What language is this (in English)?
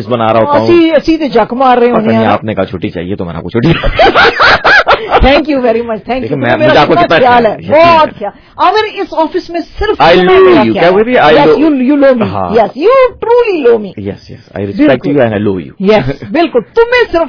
Hindi